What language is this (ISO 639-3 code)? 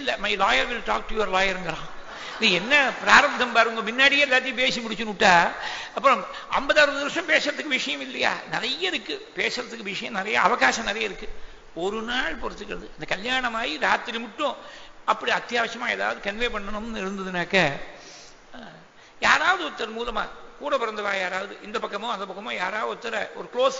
tam